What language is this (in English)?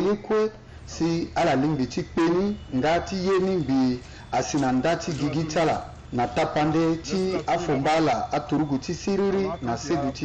Sango